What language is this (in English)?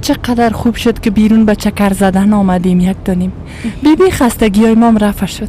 Persian